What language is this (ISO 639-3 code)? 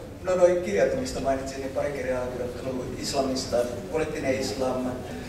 fin